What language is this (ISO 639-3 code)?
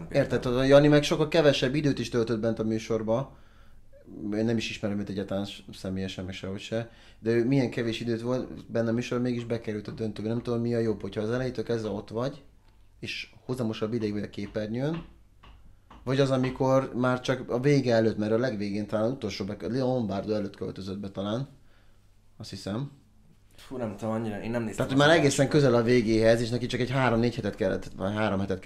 hun